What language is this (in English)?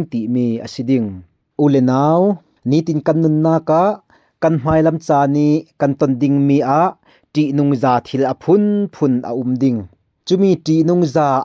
Falam Chin